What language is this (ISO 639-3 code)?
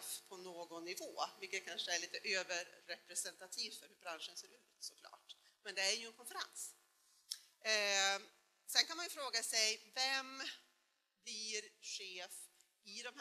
swe